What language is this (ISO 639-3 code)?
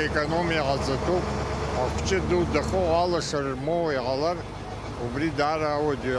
abk